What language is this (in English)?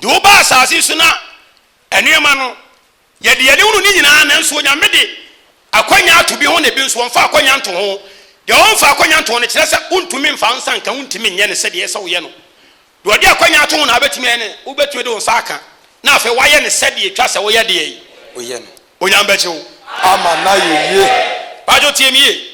Akan